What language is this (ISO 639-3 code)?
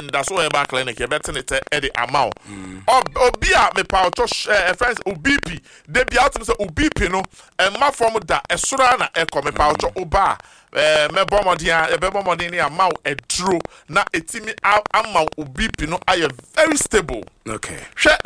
aka